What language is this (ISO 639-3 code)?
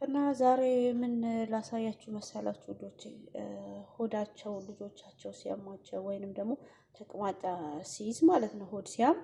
amh